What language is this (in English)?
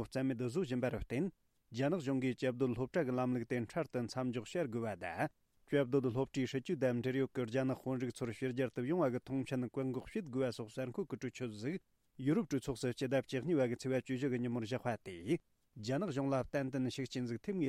Tibetan